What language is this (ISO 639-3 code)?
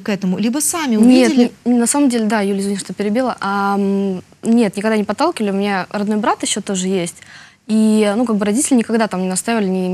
rus